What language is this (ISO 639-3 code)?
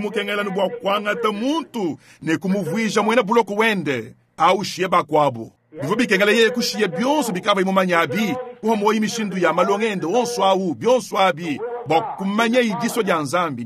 lua